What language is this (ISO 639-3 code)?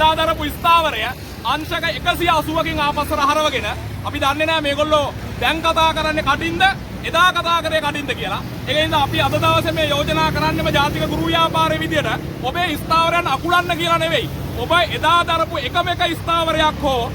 sin